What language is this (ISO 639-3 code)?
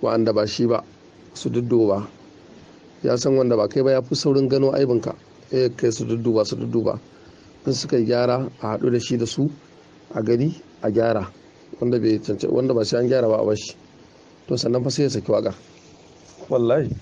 hau